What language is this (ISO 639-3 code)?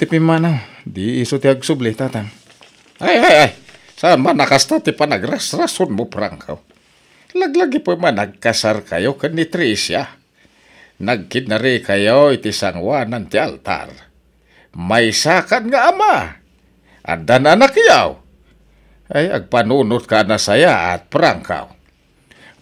ilo